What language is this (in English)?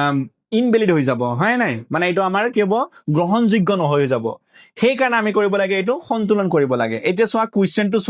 Assamese